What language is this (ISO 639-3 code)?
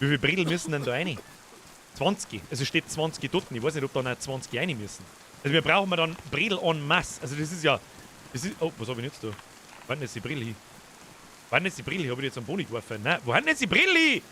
bar